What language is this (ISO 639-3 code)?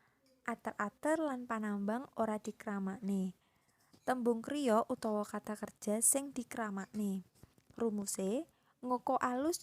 jav